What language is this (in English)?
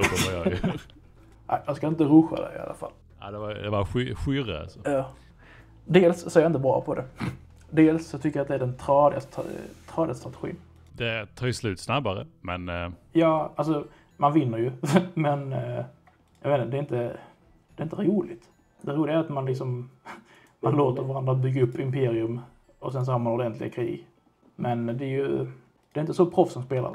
Swedish